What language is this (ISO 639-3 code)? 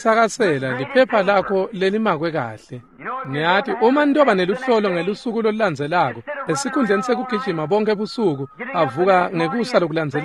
ssw